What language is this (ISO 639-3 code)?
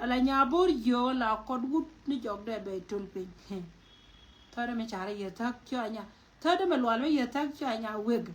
nus